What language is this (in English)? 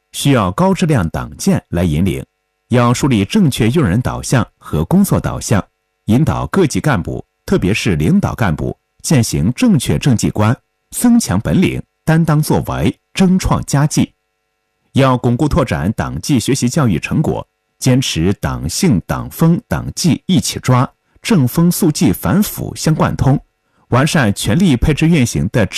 Chinese